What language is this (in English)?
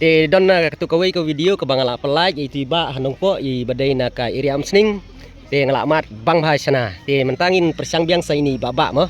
Khasi